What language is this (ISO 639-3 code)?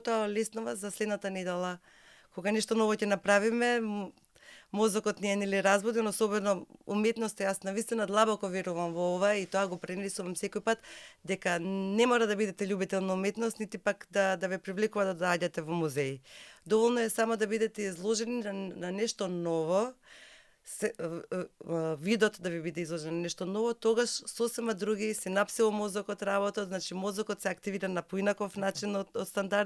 mkd